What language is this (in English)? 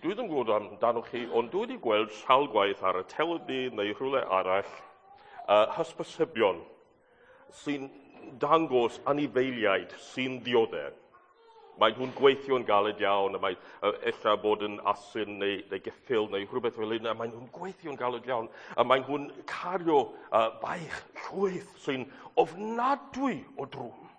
Welsh